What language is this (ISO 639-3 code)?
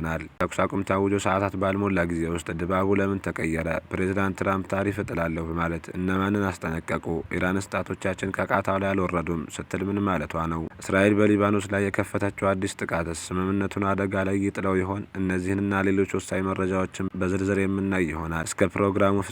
amh